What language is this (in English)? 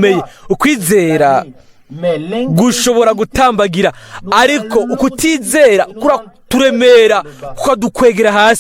Rundi